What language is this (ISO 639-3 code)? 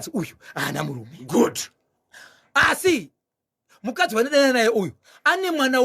sna